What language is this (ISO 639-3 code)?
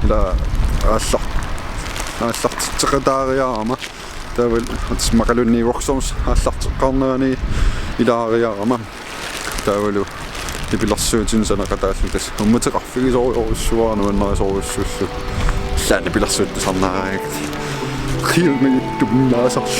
kal